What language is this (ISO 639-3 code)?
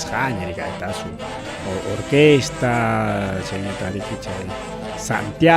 quy